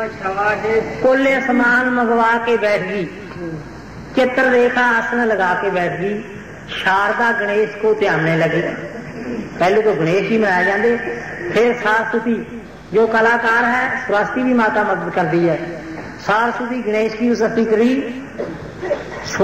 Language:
Punjabi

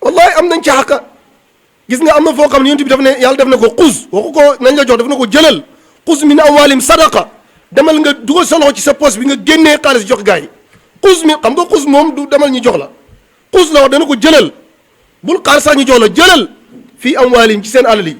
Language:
Wolof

